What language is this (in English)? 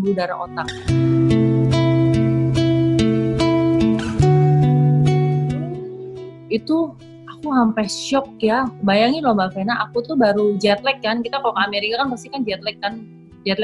Indonesian